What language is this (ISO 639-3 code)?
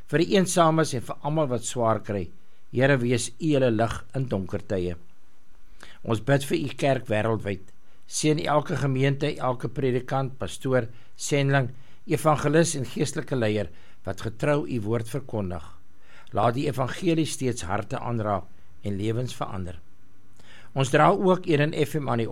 afr